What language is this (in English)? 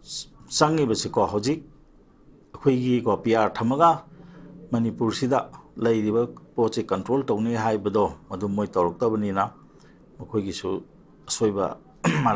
Manipuri